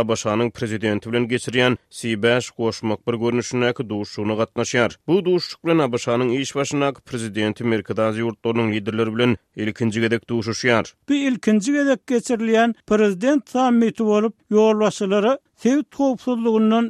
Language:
Turkmen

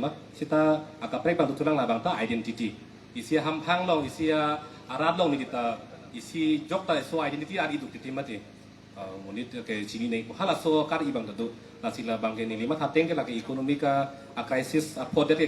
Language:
Karbi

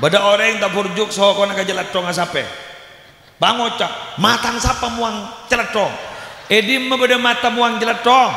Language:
Madurese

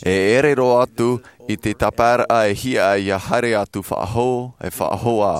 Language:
Tahitian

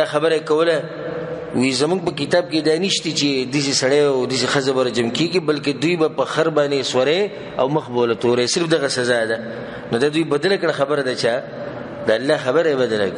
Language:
Pashto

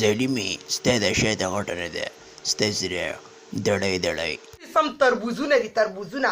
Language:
Pashto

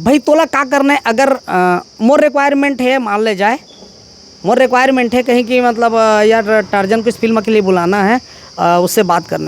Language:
Chhattisgarhi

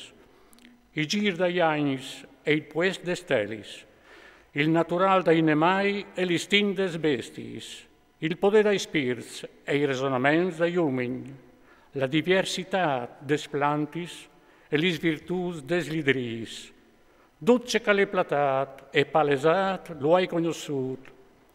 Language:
Friulian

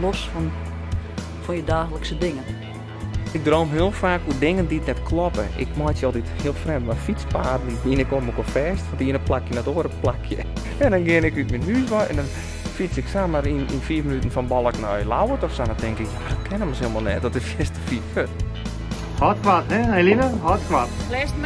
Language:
Western Frisian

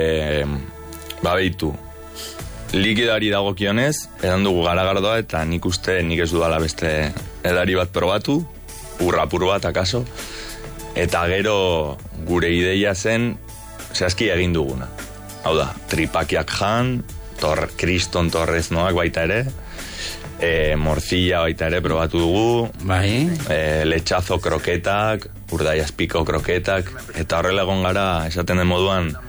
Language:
Basque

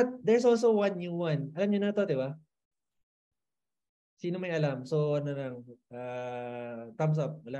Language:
Filipino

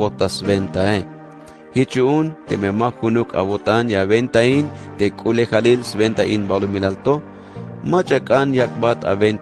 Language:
Tzeltal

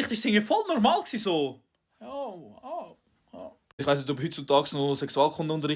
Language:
Swiss German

